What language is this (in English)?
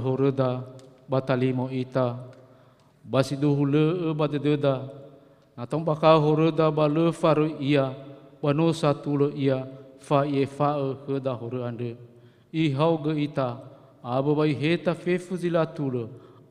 Nias